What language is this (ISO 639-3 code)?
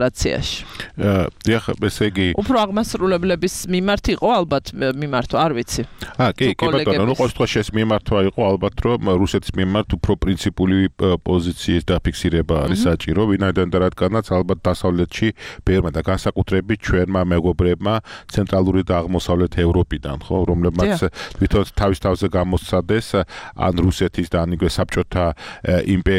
kat